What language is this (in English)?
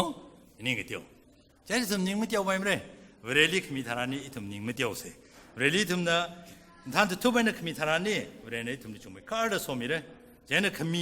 Tangkhul Naga (India)